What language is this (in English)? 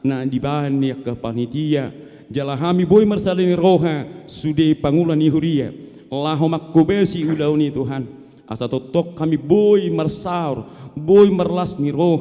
Batak Toba